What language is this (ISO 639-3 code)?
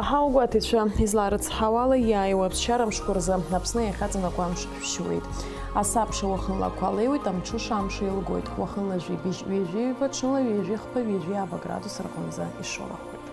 abk